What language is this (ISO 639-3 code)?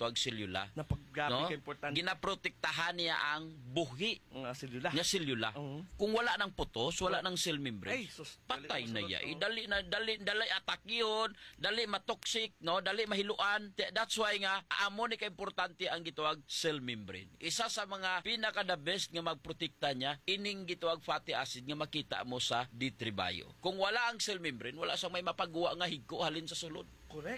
hil